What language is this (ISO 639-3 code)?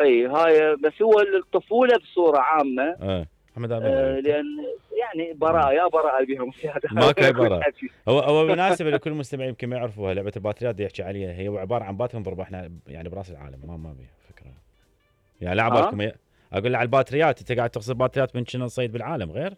acm